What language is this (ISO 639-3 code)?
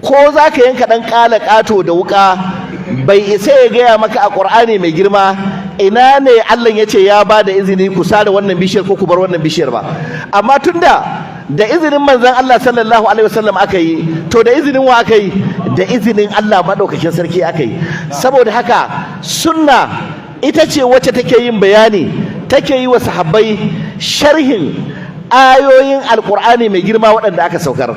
hau